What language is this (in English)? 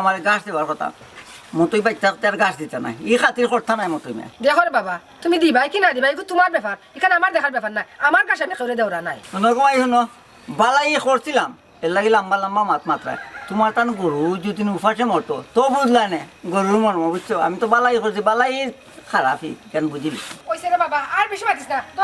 Sylheti